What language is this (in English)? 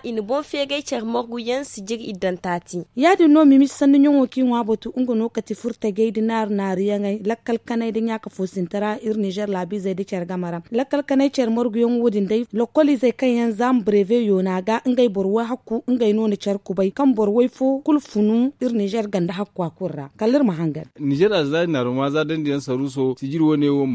Zarma